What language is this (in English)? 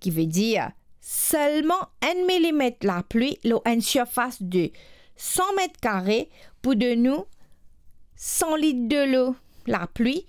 Morisyen